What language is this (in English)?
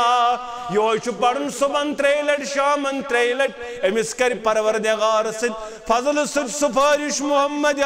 Kashmiri